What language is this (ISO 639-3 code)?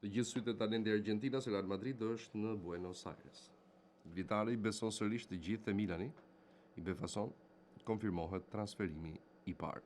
sqi